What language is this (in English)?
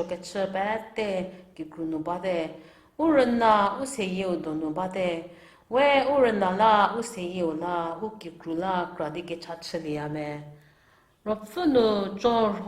Angami Naga